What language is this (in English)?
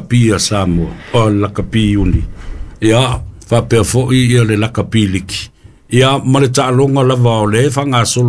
Samoan